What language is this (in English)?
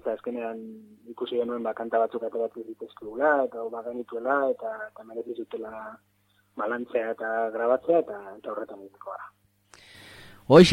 Basque